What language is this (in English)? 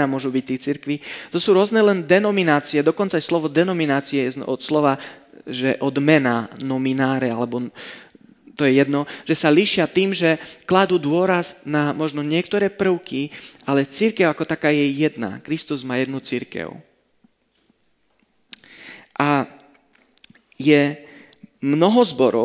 Slovak